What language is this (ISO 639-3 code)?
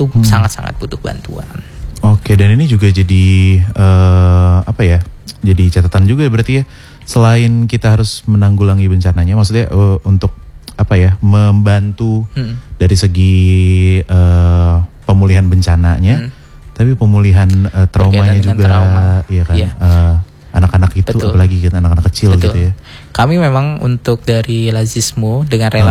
ind